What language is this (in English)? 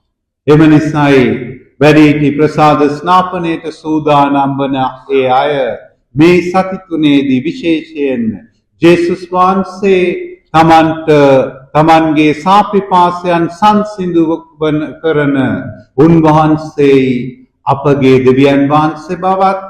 Sinhala